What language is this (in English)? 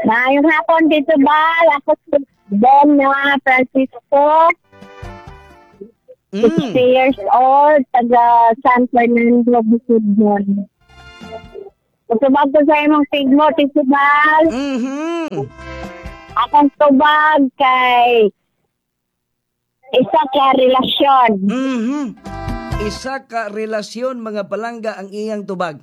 Cebuano